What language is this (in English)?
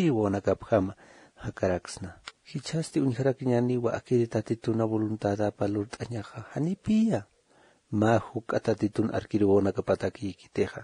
Aymara